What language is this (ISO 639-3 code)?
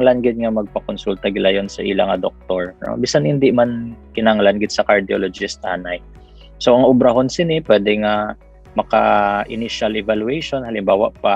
hil